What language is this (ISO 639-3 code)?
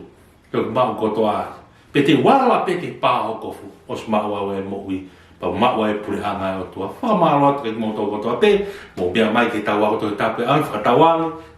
ton